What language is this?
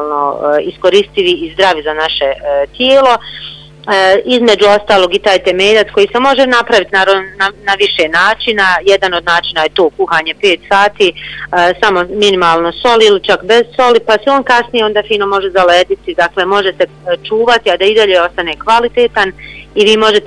Bosnian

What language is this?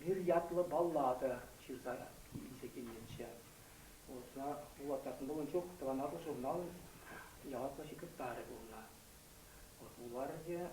Chuvash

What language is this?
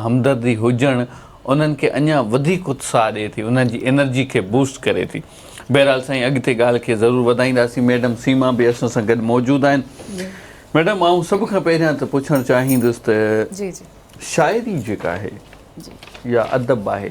Sindhi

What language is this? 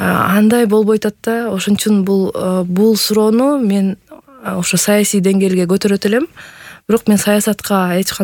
Kyrgyz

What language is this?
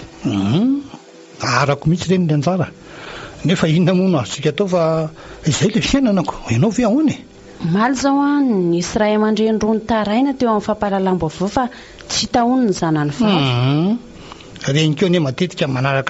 Malagasy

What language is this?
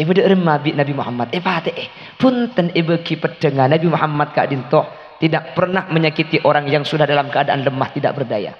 Madurese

